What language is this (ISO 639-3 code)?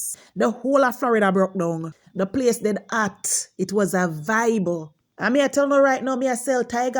jam